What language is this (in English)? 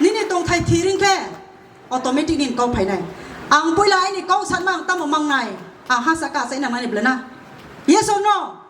Kok Borok